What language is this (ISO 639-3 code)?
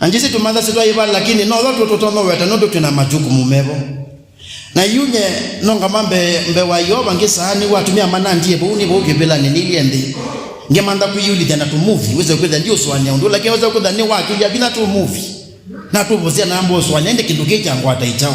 kam